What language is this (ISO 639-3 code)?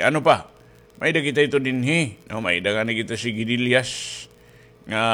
war